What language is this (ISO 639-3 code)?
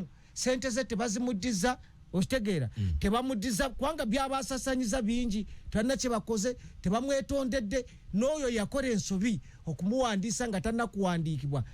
lug